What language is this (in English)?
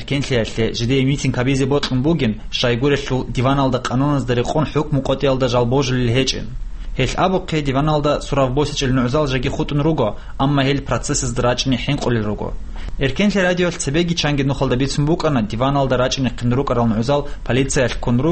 Avaric